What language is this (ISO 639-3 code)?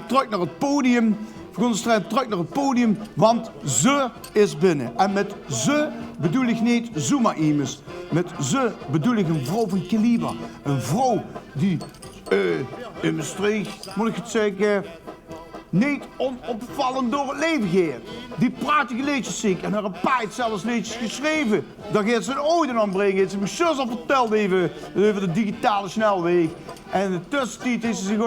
lim